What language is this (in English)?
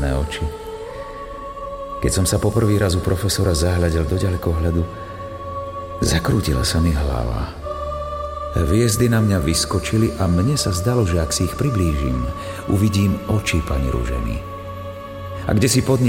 Slovak